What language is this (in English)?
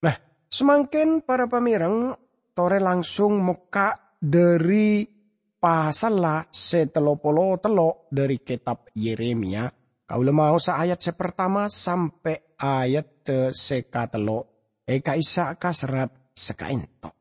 Madurese